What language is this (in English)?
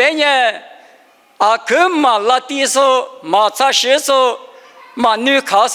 Lisu